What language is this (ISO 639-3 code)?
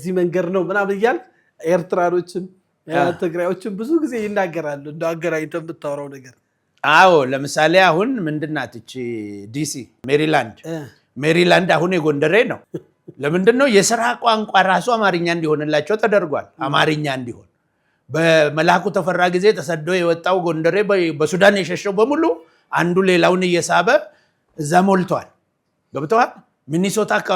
amh